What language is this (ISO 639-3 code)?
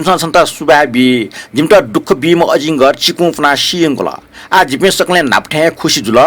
new